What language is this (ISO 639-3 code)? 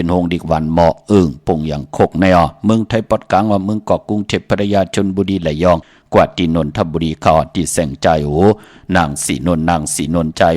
shn